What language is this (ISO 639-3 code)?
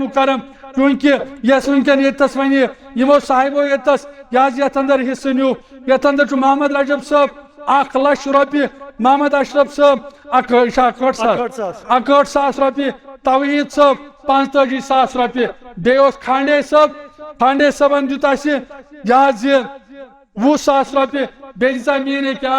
kas